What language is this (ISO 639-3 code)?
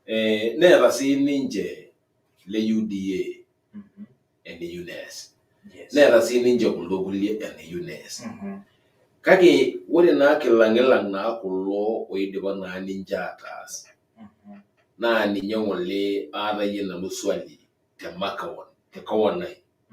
mas